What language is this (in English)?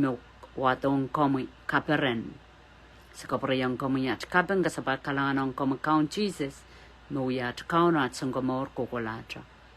Pohnpeian